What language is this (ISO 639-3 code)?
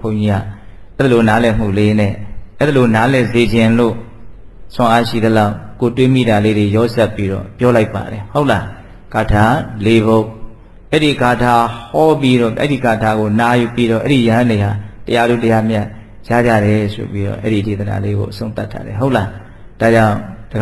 mya